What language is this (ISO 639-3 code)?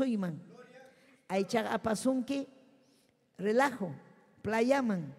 quy